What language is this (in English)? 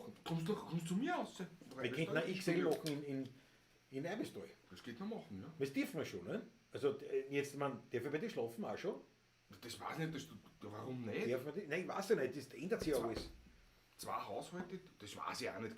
Bavarian